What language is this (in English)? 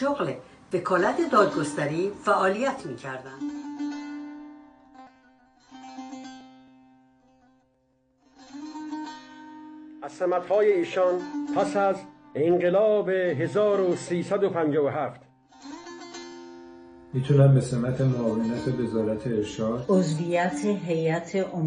Persian